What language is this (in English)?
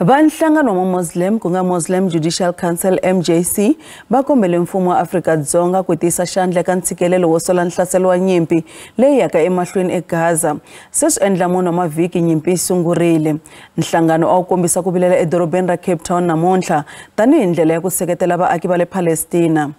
Tsonga